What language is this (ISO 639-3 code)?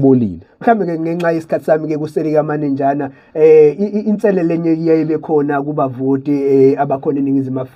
zul